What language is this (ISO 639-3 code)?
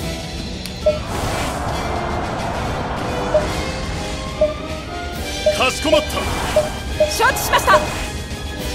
jpn